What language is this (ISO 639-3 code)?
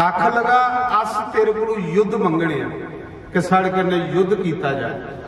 doi